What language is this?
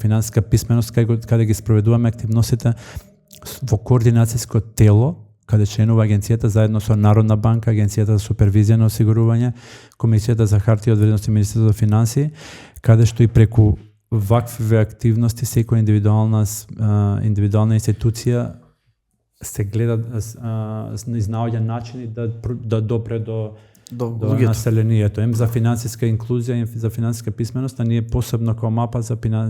Macedonian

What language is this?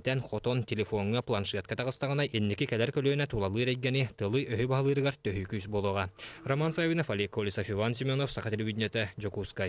Yakut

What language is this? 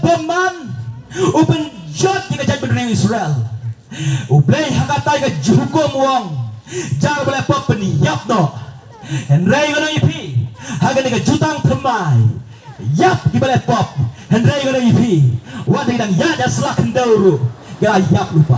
Khasi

